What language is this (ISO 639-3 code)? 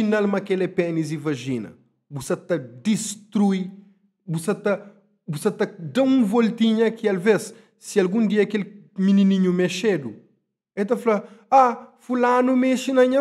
kea